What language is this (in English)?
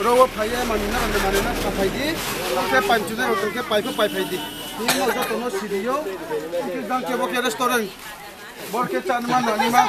Riang (India)